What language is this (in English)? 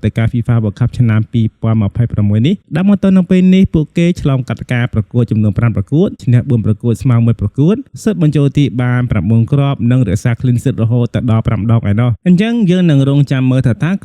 Khmer